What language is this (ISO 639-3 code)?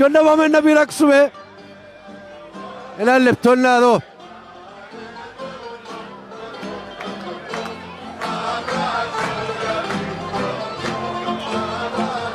ell